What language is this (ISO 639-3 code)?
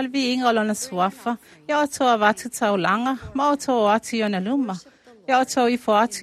smo